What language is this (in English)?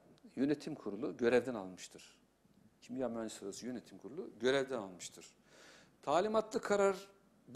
Turkish